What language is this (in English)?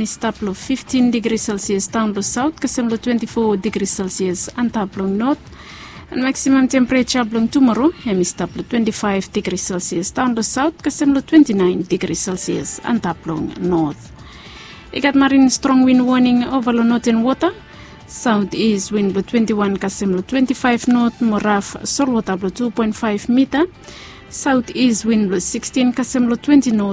Bislama